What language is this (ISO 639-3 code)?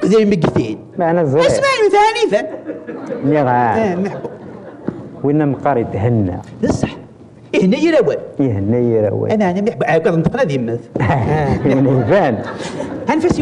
kab